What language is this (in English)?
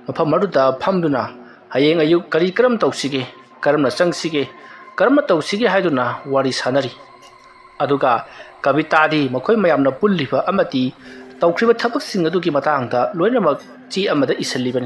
Manipuri